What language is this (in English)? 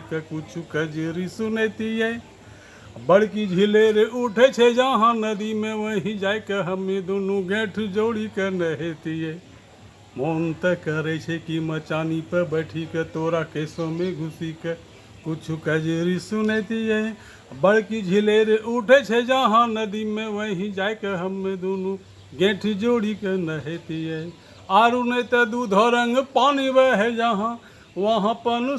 Angika